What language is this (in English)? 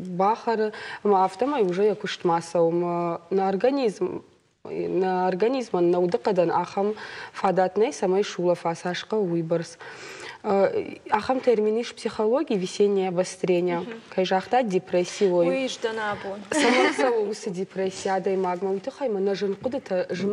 Ossetic